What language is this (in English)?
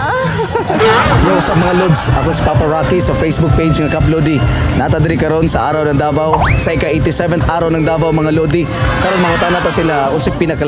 Cebuano